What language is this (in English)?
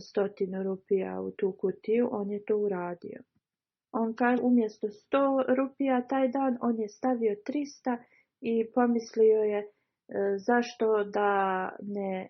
Bosnian